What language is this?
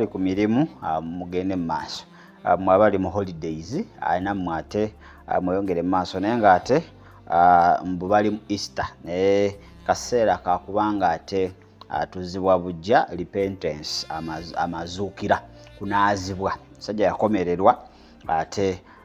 Ganda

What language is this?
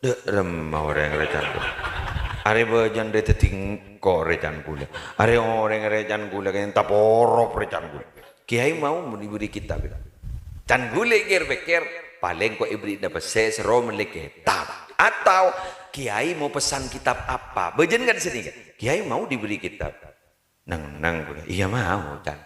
Madurese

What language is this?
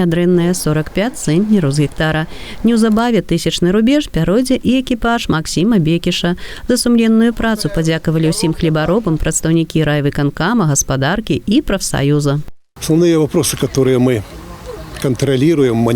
Belarusian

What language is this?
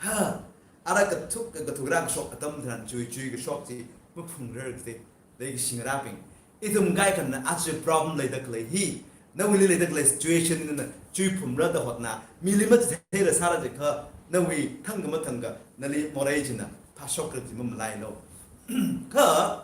Tangkhul Naga (India)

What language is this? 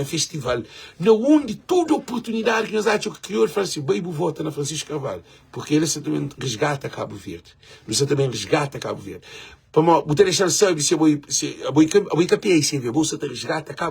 Kabuverdianu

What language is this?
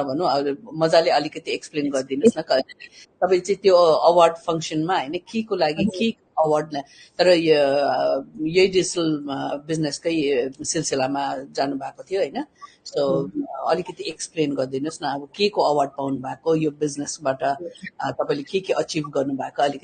Nepali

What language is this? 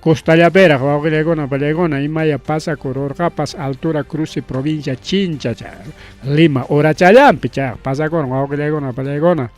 Ayacucho Quechua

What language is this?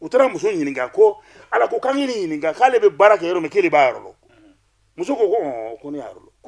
Bambara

